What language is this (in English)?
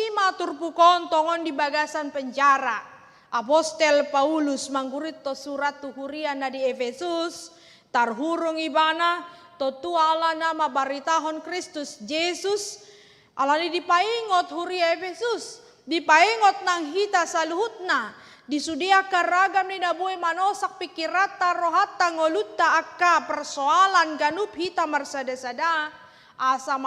Batak Toba